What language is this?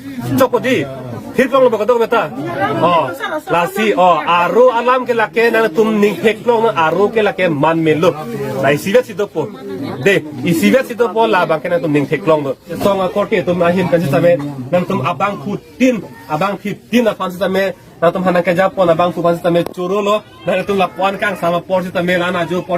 Karbi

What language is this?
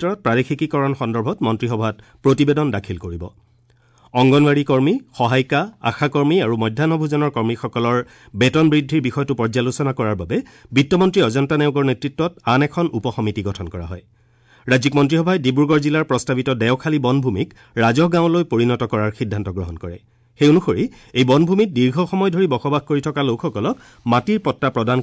Assamese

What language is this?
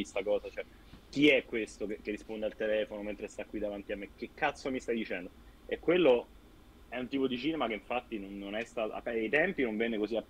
Italian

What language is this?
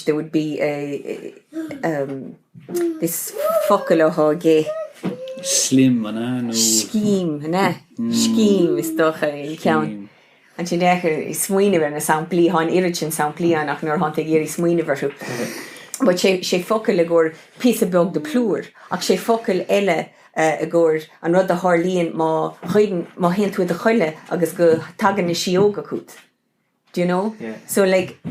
Irish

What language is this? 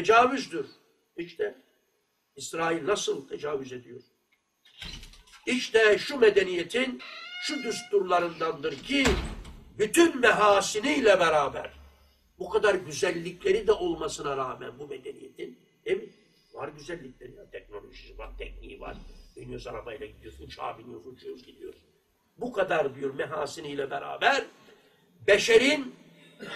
Turkish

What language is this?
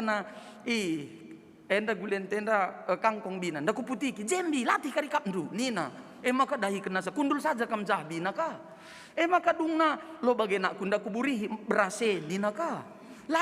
Batak Karo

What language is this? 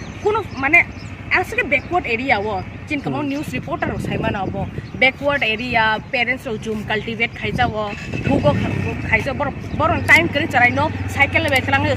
Kok Borok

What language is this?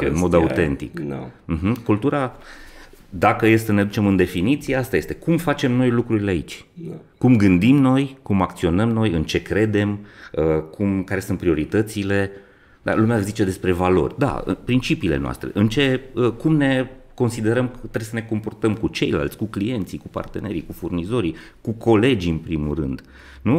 Romanian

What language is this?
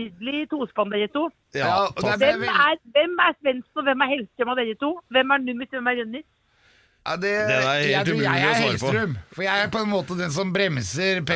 Norwegian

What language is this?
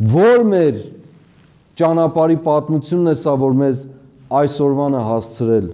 Armenian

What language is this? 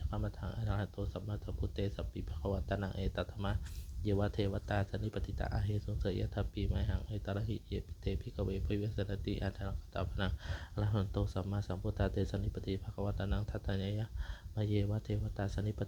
Pali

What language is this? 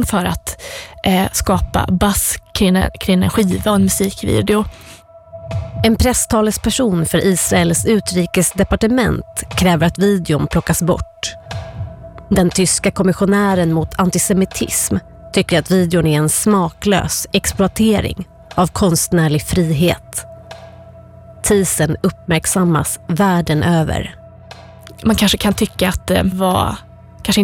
Swedish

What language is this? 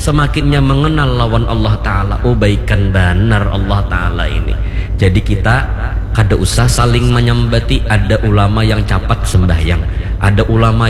Banjar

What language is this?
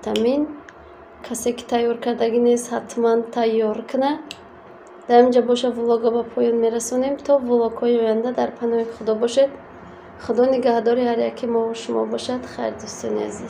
Tajik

